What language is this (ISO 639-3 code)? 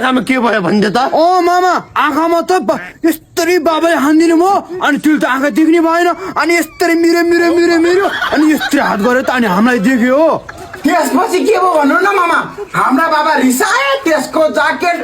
nep